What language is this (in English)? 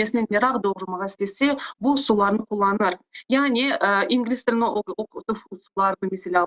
Crimean Tatar